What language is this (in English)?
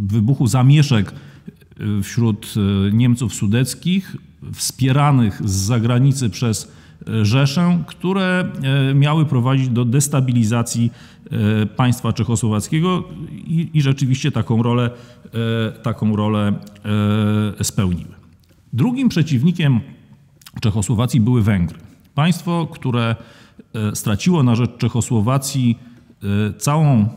Polish